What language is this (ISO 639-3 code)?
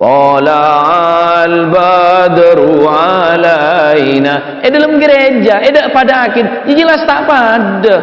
mad